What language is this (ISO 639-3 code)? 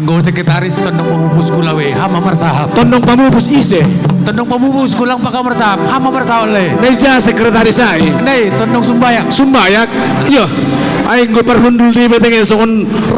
bts